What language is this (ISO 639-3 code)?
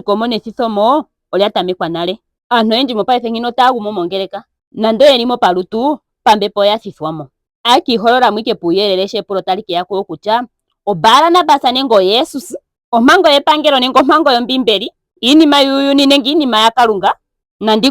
ndo